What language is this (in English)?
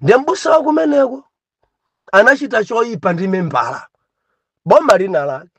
Nyanja